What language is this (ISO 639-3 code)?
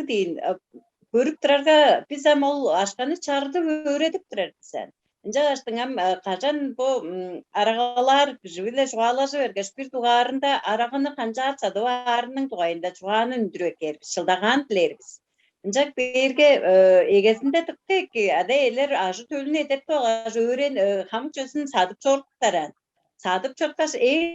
tyv